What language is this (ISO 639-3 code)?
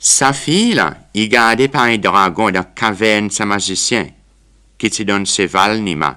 crs